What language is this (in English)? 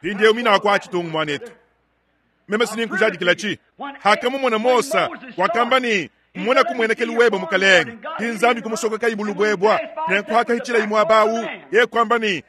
Luba-Lulua